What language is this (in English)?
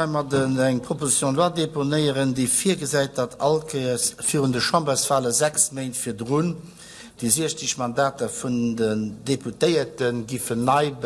Luxembourgish